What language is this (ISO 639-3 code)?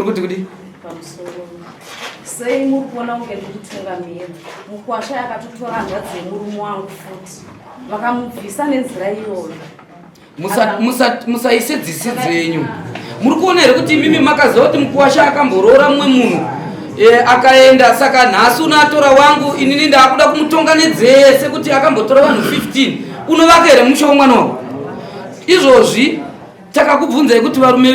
sna